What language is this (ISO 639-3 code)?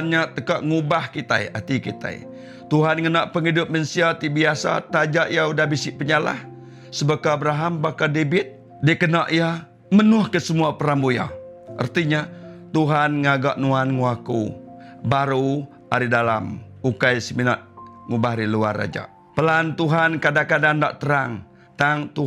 iba